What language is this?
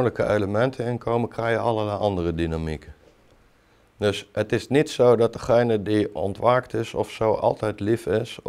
Dutch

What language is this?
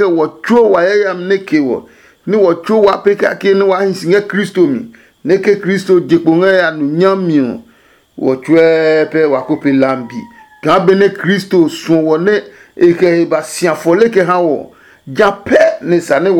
Adangme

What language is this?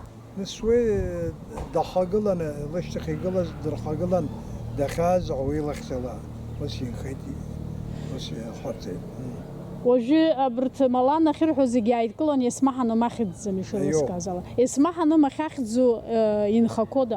Abkhazian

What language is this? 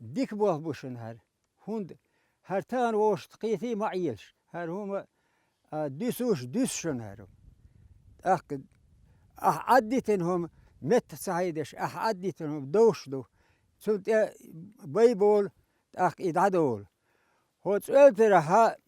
Chechen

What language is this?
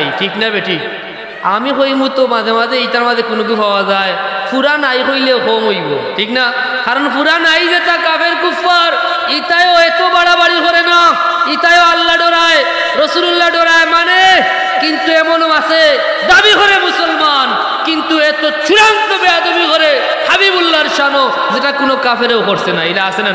Sylheti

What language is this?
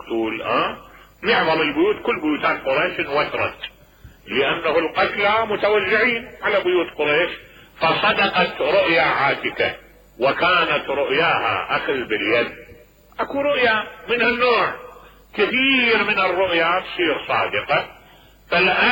Mesopotamian Arabic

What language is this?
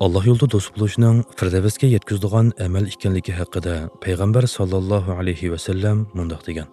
Uyghur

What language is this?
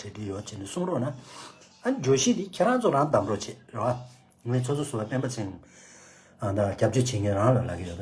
Tibetan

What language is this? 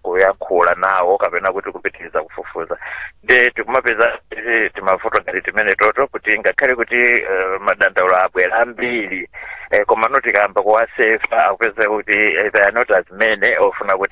Nyanja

